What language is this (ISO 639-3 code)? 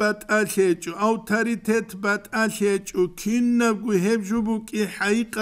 ava